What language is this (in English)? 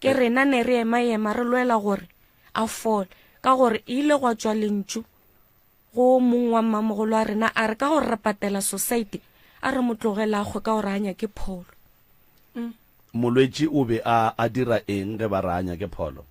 Northern Sotho